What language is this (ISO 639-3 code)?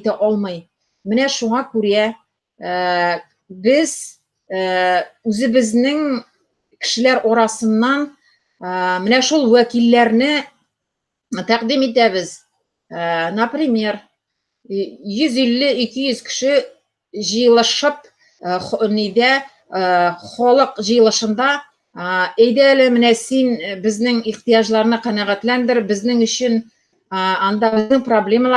tat